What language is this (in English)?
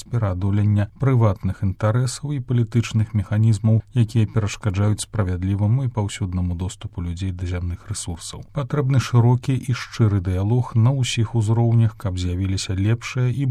Belarusian